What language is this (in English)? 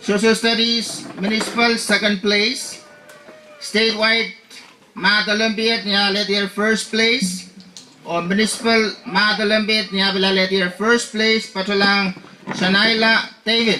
Pohnpeian